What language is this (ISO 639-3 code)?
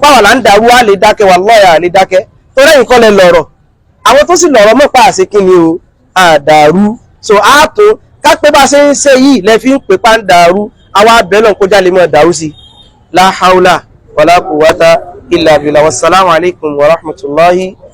yor